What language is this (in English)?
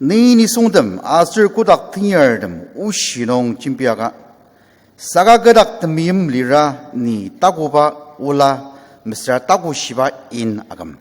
Ao Naga